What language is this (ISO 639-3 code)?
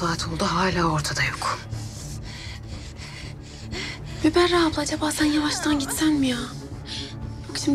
tur